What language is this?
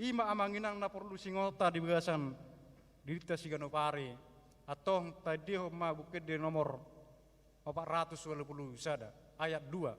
Batak Toba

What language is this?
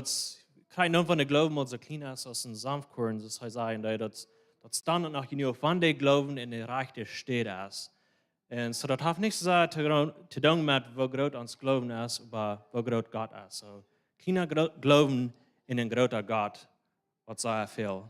Plautdietsch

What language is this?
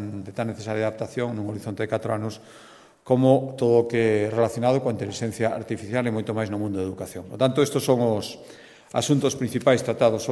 Galician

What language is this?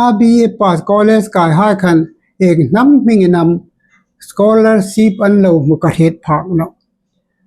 Hmar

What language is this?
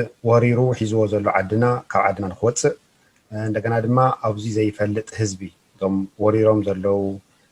Tigrinya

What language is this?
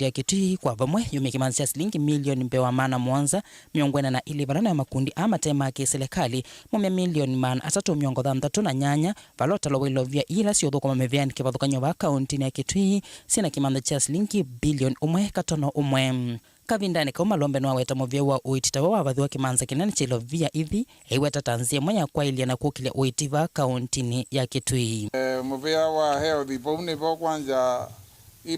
Kamba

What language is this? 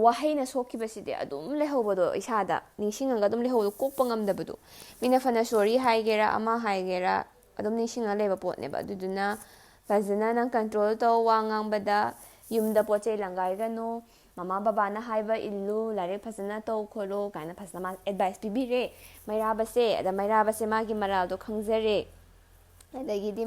Manipuri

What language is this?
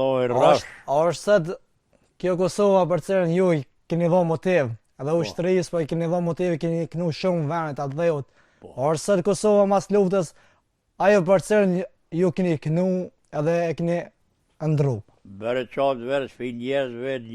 Albanian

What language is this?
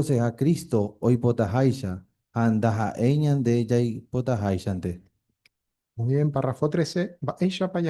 Guarani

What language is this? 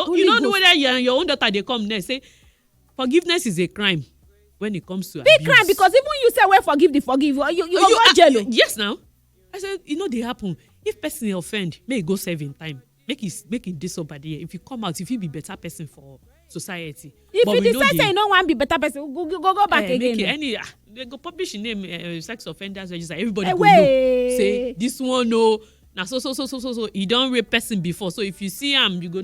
Nigerian Pidgin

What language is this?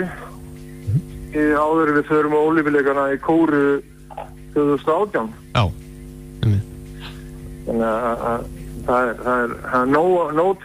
Icelandic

